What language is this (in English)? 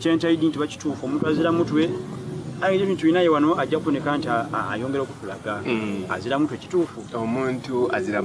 Soga